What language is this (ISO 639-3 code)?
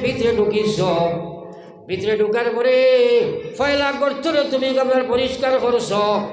syl